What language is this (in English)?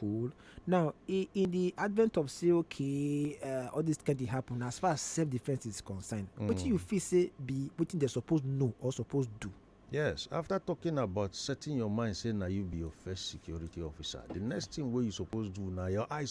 Nigerian Pidgin